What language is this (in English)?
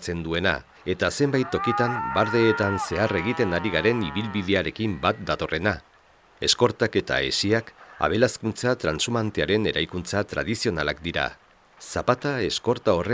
Basque